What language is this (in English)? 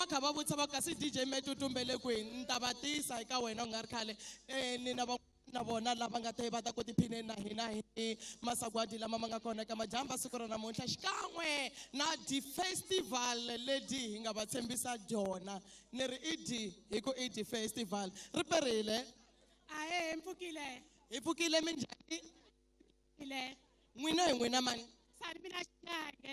Tsonga